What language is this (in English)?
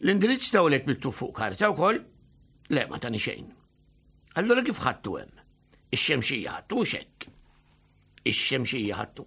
Maltese